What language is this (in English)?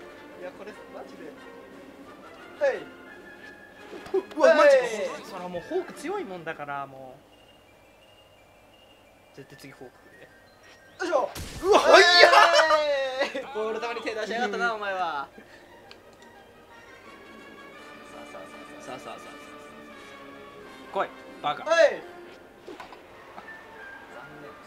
Japanese